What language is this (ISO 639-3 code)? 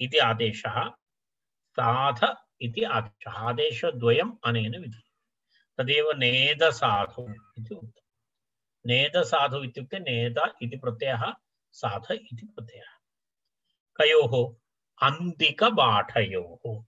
san